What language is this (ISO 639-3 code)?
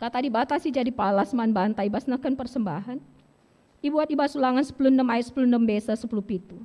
btx